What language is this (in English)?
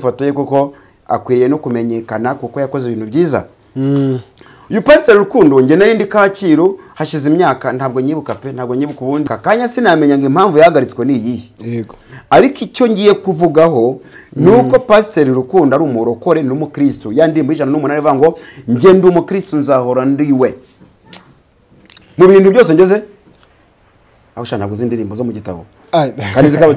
Kinyarwanda